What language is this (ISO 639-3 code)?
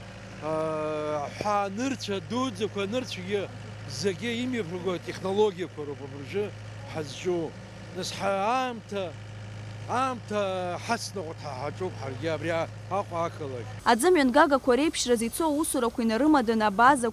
abk